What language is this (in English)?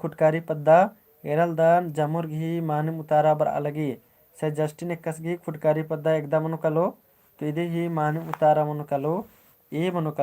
Kurukh